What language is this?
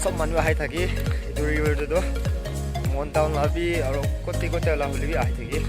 Naga Pidgin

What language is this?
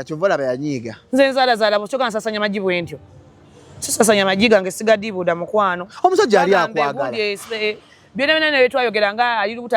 Ganda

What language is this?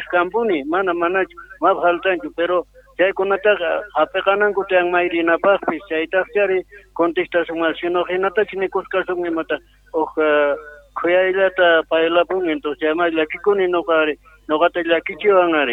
South Bolivian Quechua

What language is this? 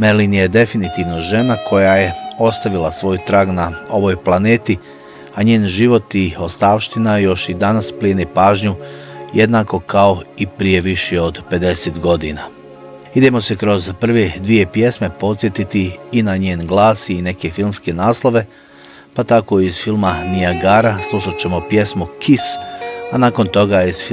Bosnian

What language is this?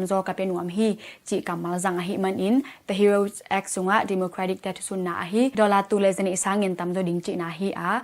Tedim Chin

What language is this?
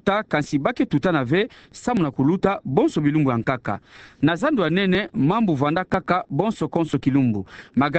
Kituba (Democratic Republic of Congo)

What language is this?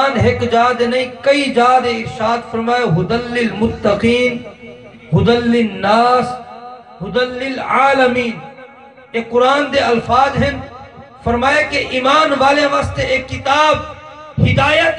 Saraiki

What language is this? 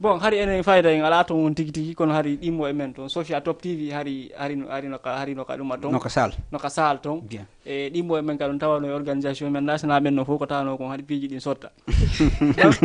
Fula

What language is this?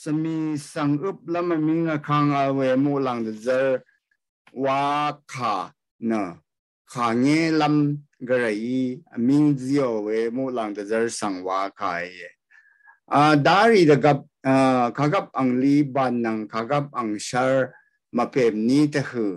Rawang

